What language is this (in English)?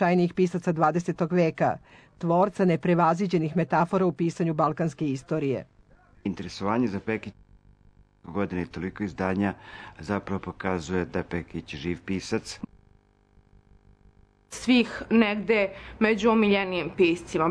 Serbian